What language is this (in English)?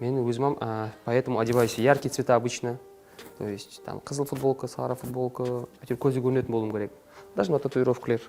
Kara-Kalpak